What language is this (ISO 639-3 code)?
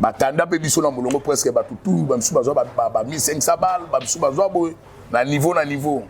lin